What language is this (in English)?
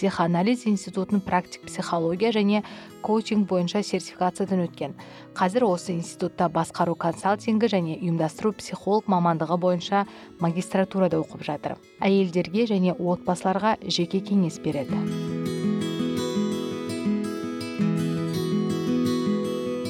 Kazakh